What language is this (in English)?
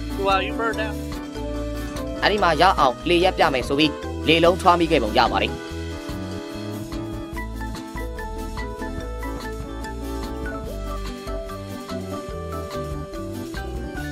Burmese